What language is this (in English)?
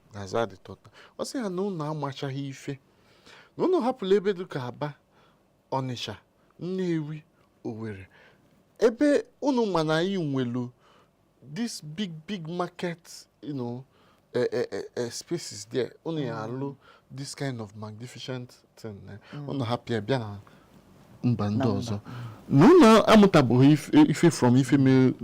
Igbo